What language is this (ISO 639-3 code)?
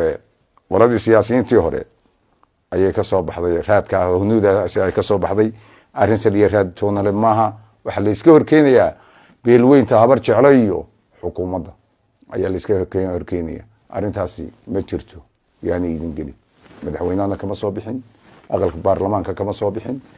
som